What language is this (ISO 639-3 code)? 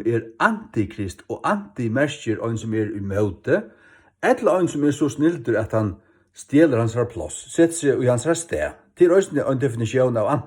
fao